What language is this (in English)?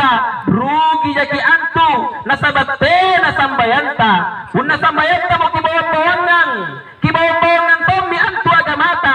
Makasar